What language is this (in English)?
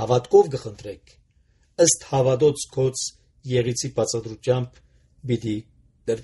Armenian